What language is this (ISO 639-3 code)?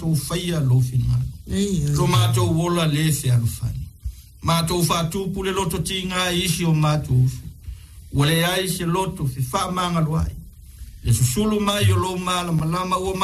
smo